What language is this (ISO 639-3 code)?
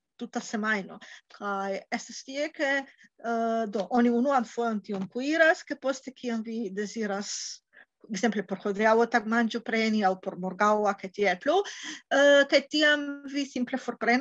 epo